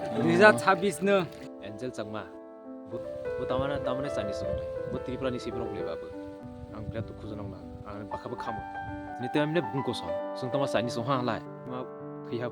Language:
Kok Borok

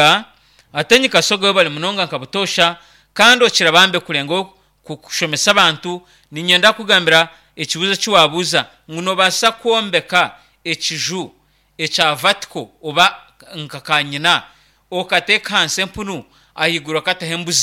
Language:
Nyankole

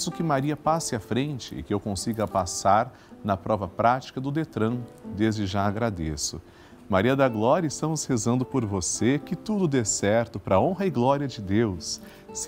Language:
Portuguese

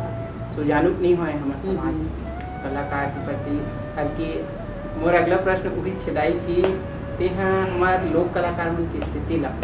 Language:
Chhattisgarhi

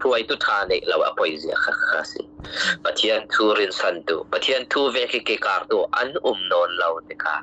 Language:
Falam Chin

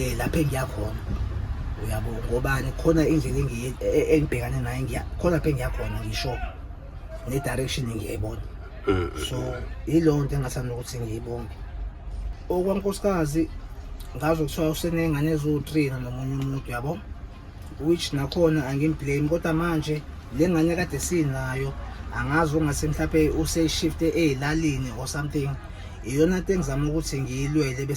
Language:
Zulu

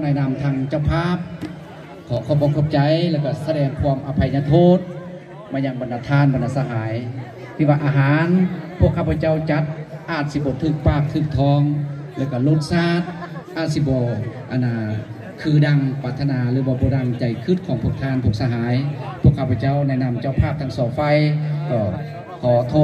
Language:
Lao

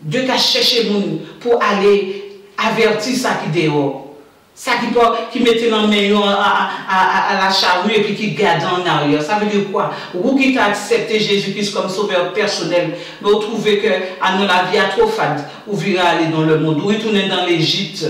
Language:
Guadeloupean Creole French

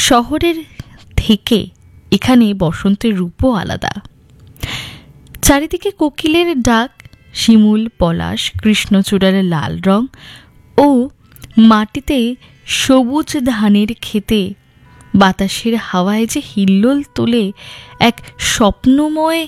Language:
Bangla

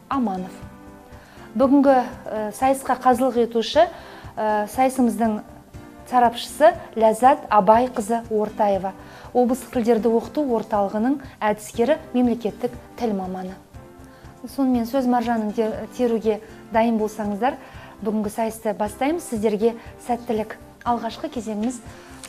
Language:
Kazakh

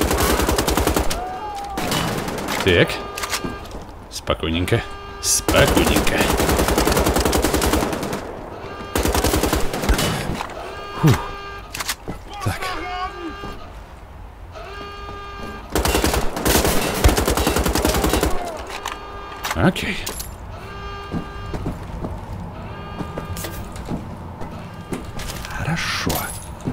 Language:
Russian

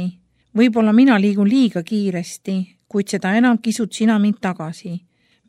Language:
Estonian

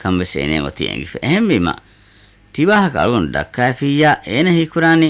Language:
Divehi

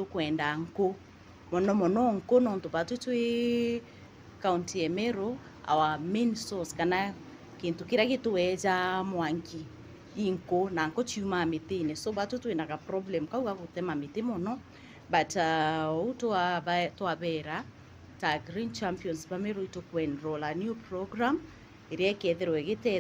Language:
Meru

